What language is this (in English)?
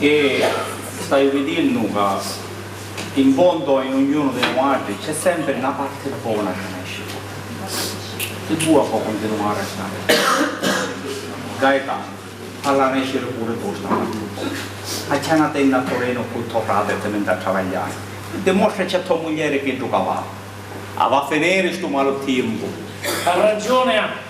Sicilian